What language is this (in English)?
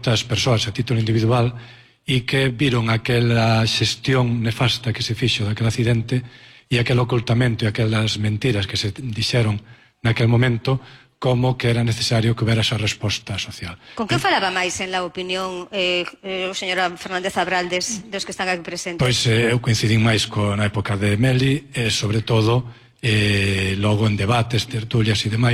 Galician